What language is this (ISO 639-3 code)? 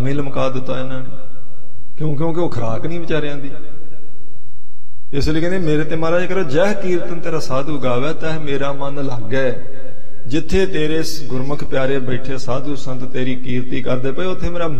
pan